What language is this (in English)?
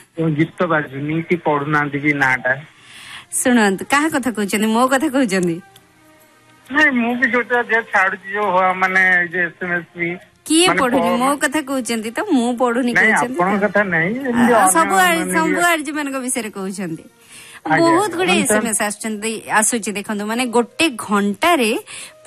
Odia